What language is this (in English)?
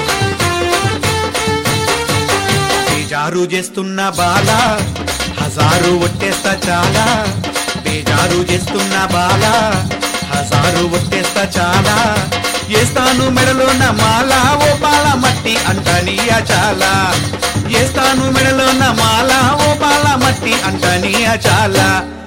Telugu